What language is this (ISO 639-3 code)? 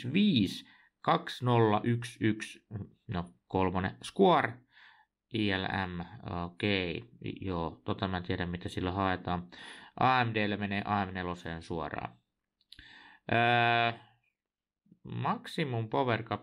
fin